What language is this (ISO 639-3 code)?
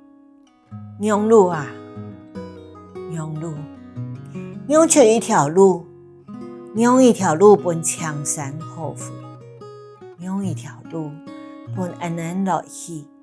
hak